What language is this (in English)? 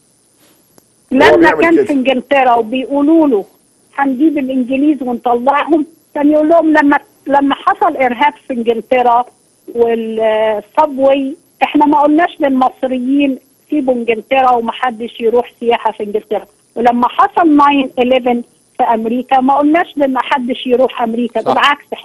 Egyptian Arabic